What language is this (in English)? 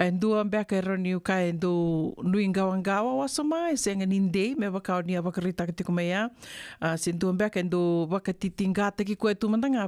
Fijian